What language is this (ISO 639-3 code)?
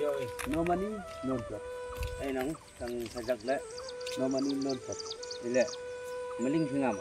kha